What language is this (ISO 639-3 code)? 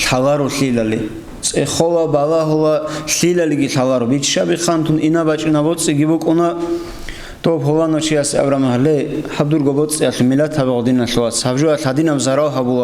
ava